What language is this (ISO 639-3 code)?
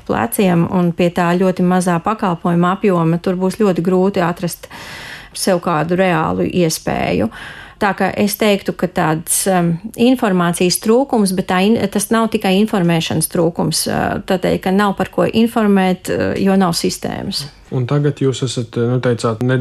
lav